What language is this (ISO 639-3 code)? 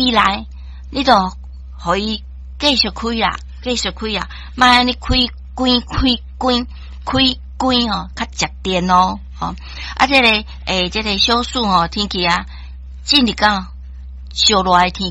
nan